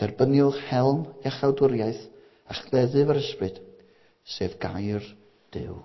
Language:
Welsh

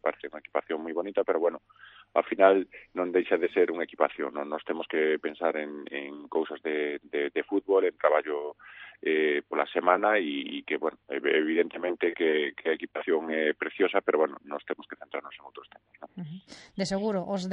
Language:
Galician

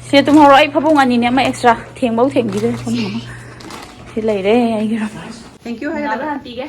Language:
Manipuri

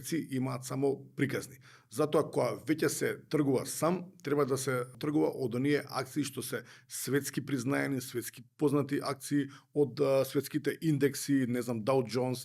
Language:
Macedonian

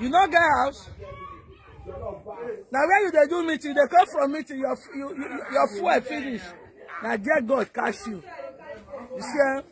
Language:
Nigerian Pidgin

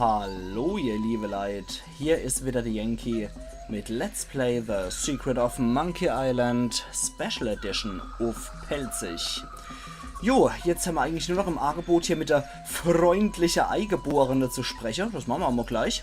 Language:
Palatine German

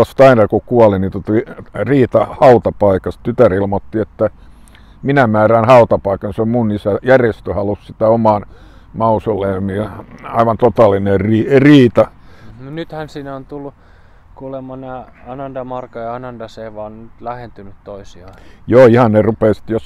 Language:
Finnish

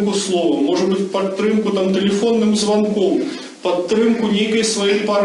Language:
Belarusian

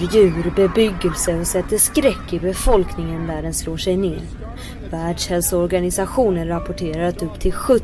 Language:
Swedish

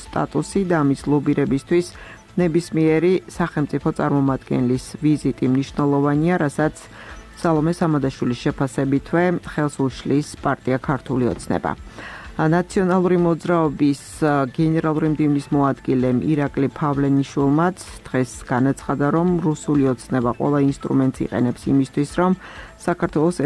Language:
Georgian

